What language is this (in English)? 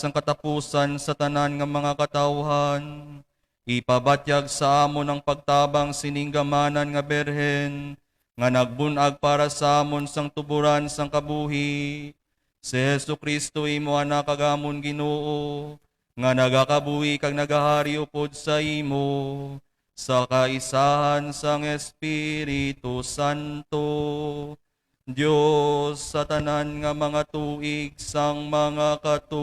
Hiligaynon